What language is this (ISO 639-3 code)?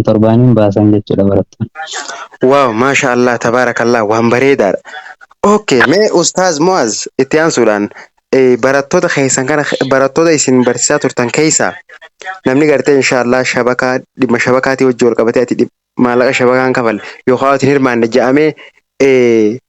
orm